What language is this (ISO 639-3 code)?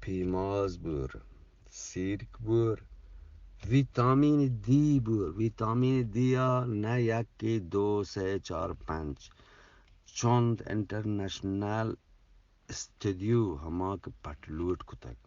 bgp